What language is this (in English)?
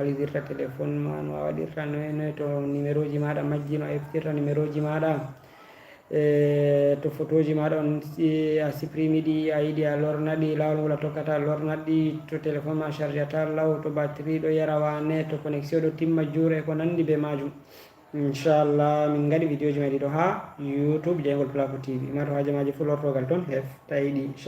Fula